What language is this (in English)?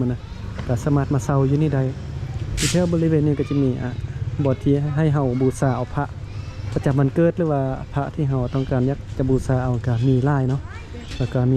Lao